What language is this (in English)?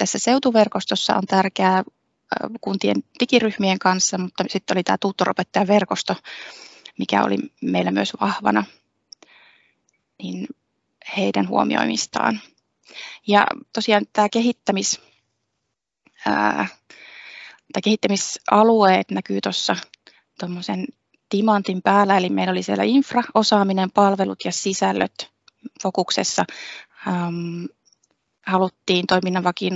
Finnish